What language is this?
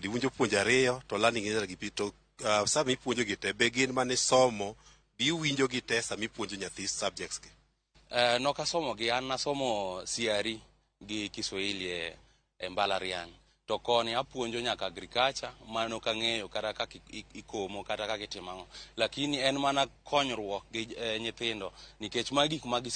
Luo (Kenya and Tanzania)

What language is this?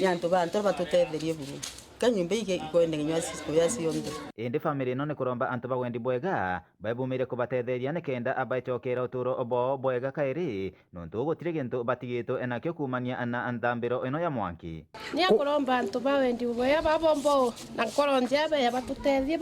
Meru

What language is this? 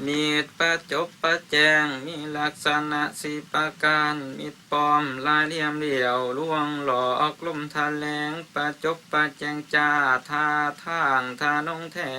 Lao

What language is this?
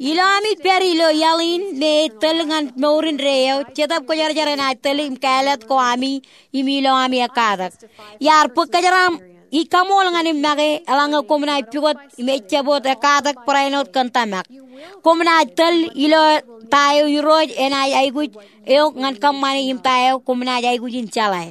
Marshallese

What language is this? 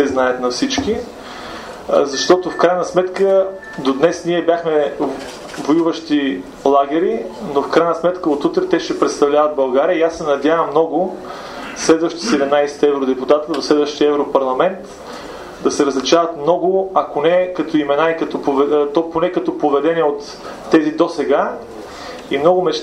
Bulgarian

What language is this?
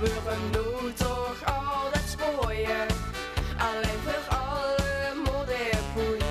Limburgish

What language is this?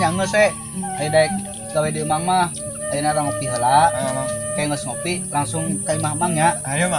Sundanese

